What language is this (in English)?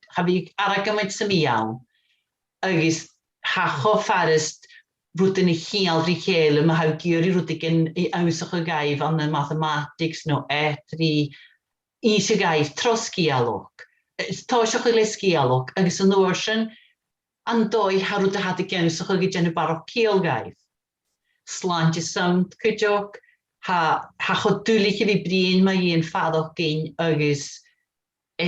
Scottish Gaelic